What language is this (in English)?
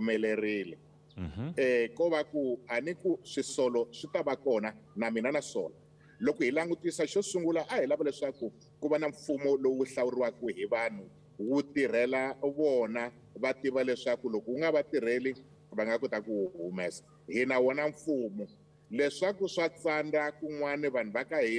Tsonga